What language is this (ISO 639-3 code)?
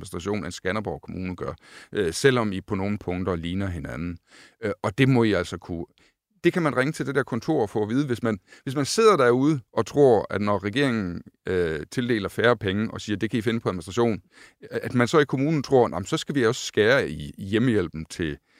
dan